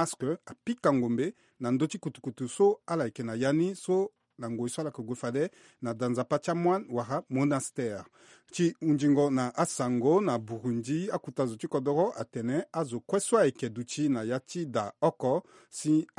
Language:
Sango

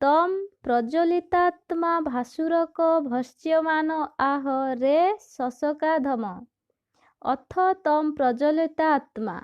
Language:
Odia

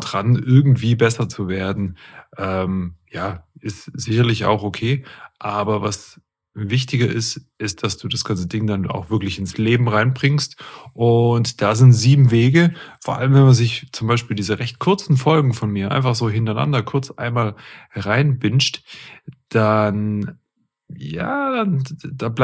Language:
German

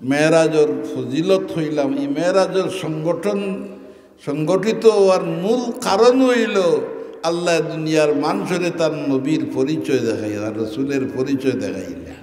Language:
Sylheti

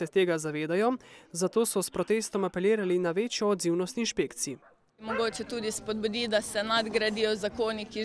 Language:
Slovenian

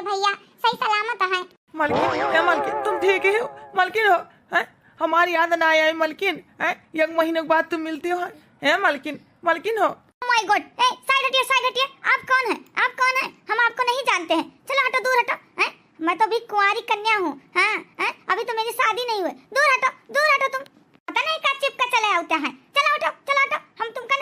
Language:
Awadhi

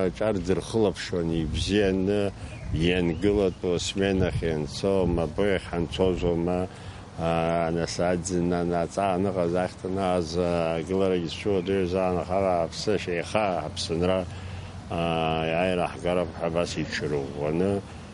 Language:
Abkhazian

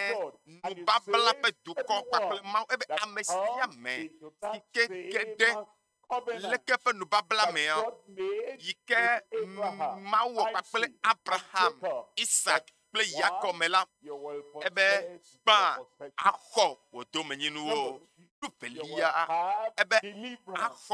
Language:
Ewe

